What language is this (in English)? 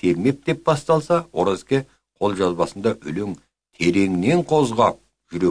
Kazakh